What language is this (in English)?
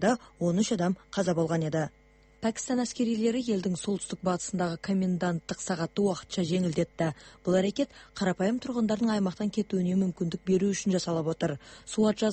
Kazakh